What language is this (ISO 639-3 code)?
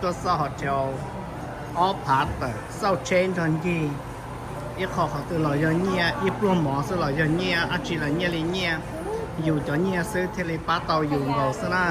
hmn